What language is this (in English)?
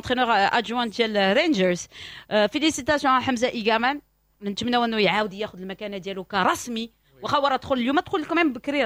Moroccan Arabic